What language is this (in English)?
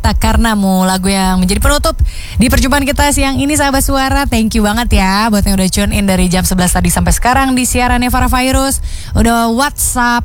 Indonesian